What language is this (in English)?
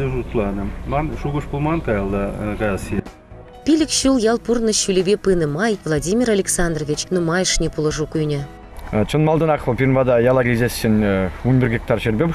Chuvash